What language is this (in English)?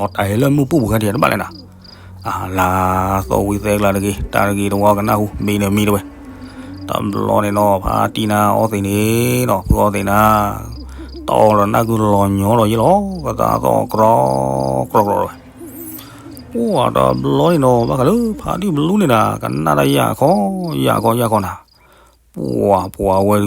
S'gaw Karen